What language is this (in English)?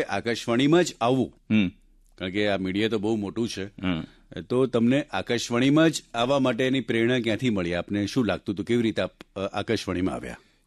Gujarati